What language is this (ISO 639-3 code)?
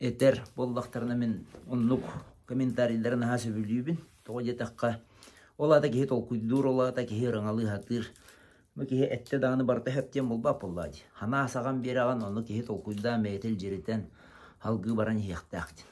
sah